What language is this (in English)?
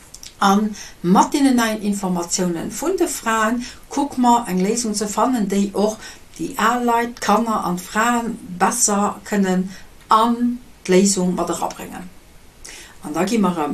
Luxembourgish